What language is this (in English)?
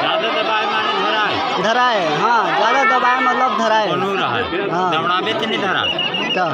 Chhattisgarhi